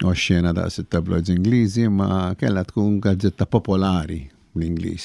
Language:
Maltese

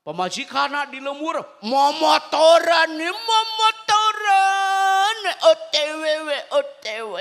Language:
Sundanese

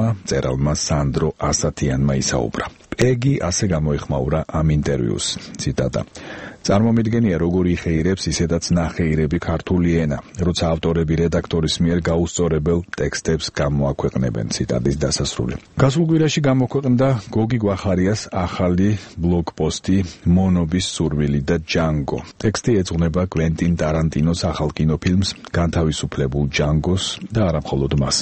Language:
Georgian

